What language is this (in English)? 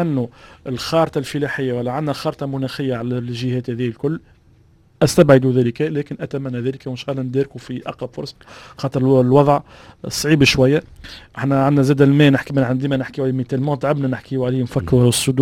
Tunisian Arabic